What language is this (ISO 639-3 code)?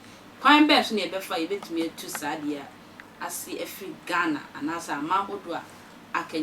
aka